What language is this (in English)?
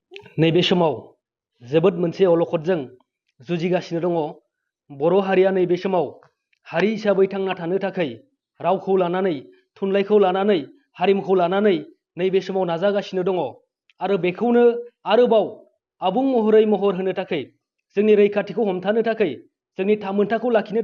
Bodo